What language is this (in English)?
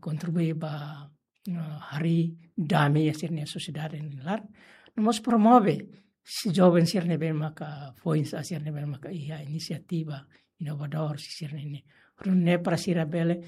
Tetum